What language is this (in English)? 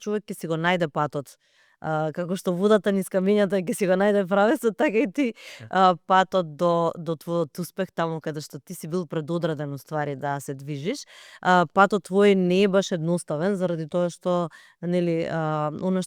Macedonian